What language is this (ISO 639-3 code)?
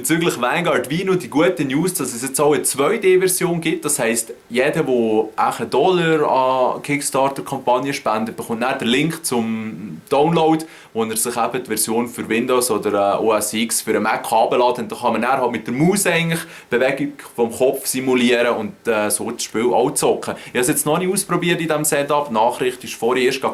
gsw